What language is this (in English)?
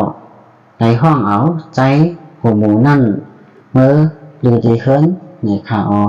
Shan